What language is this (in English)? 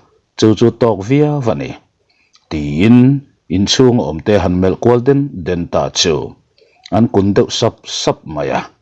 Mizo